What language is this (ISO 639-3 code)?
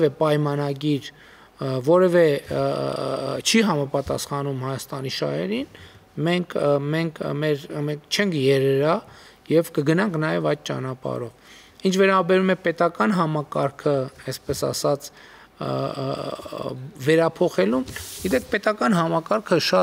hye